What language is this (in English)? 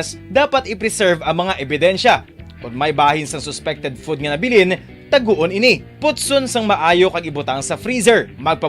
Hiligaynon